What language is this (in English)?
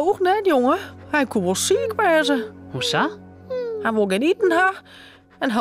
Western Frisian